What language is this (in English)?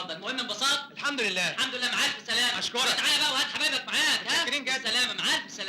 Egyptian Arabic